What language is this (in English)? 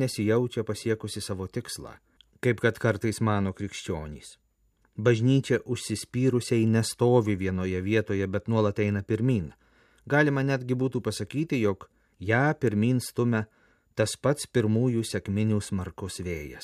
Lithuanian